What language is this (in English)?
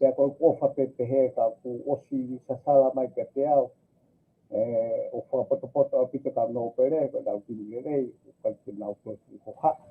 Tongan